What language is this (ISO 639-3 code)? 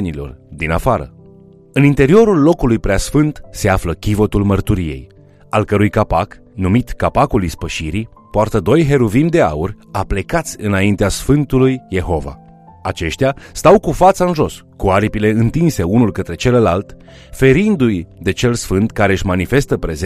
ron